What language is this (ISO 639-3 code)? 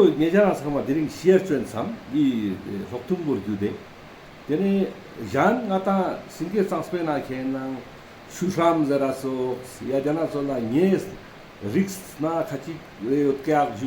lbj